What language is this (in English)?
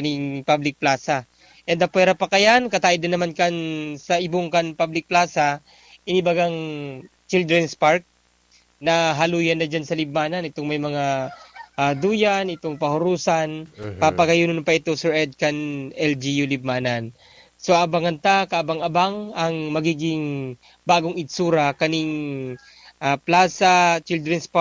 Bikol